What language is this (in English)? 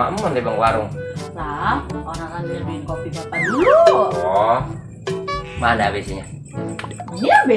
Betawi